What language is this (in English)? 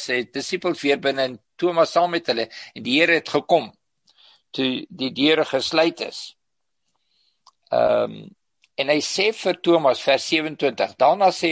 Afrikaans